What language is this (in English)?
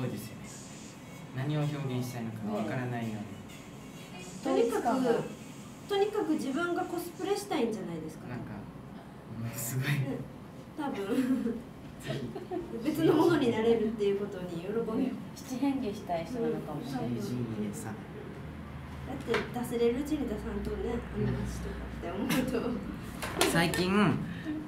Japanese